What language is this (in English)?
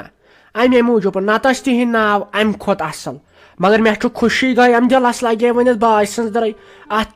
Kashmiri